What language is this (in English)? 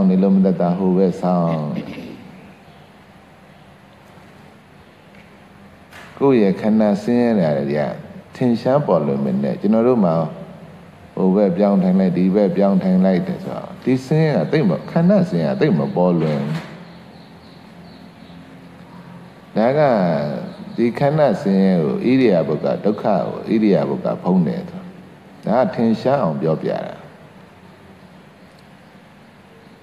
Burmese